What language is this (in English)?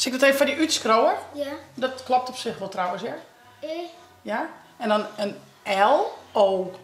Western Frisian